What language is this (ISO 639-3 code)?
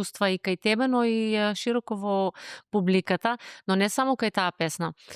mkd